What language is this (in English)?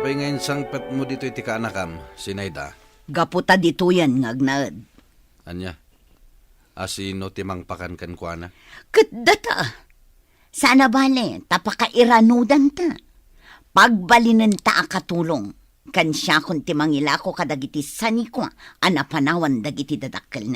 Iloko